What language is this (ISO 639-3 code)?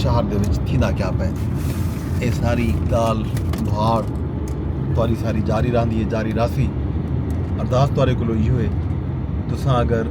skr